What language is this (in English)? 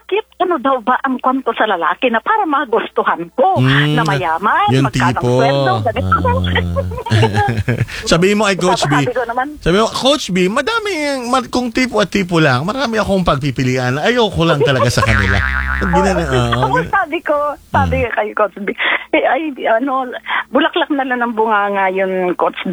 Filipino